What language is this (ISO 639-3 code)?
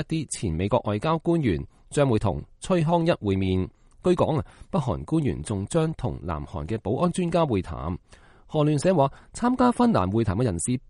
yue